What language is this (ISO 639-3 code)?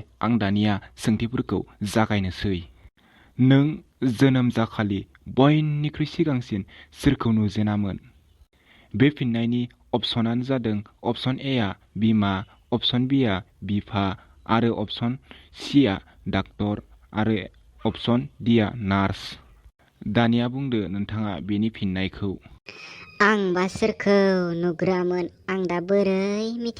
brx